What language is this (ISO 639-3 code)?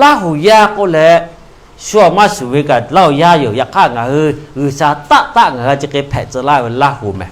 lhu